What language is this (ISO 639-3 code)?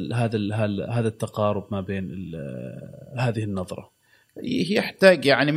afb